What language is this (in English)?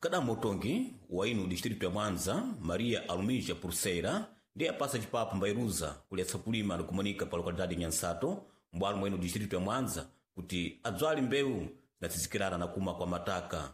Sena